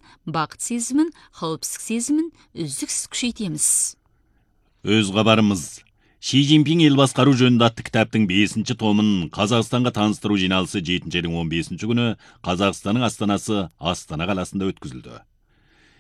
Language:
Kazakh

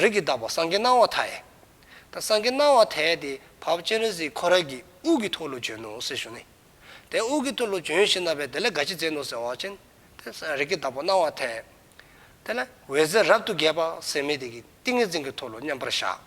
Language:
Dzongkha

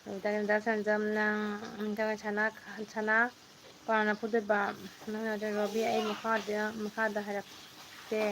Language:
Manipuri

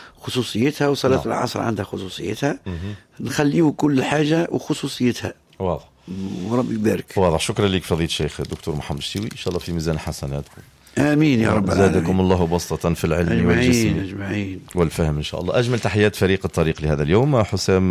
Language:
Tunisian Arabic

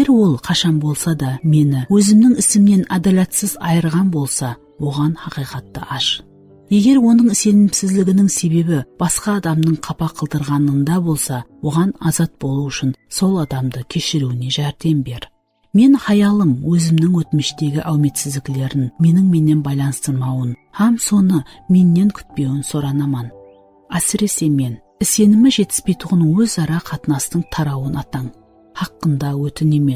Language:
Kara-Kalpak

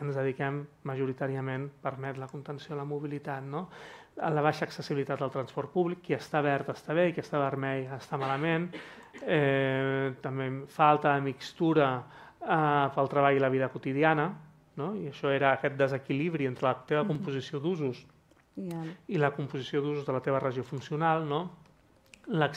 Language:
Catalan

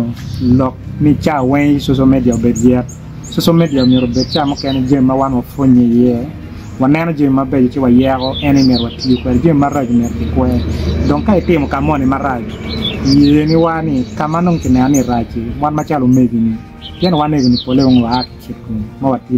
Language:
Acoli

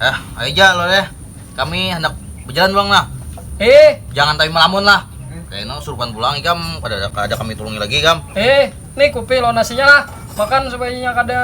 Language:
Banjar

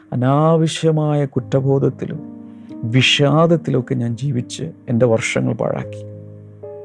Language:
Malayalam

